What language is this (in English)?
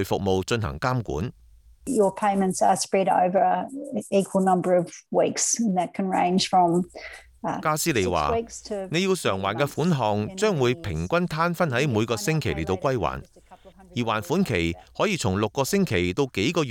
Cantonese